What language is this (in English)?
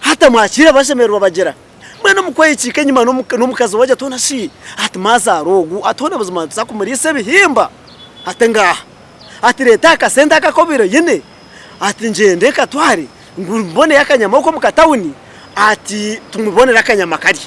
Nyankole